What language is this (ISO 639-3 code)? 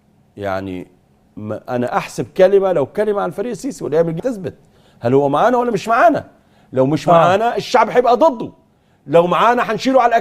arz